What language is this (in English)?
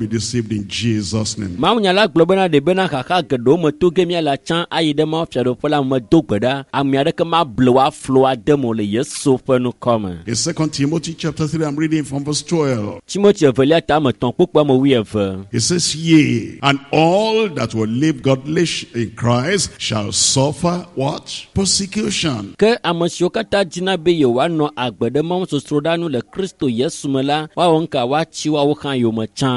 Ewe